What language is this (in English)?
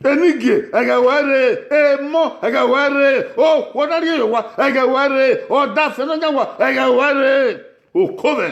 Bini